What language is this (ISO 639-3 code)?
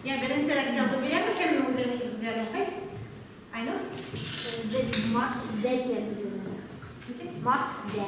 bak